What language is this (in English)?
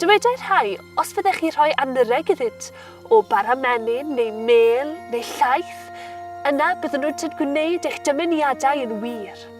Welsh